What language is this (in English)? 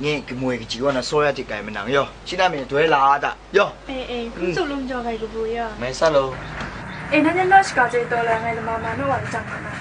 Kachin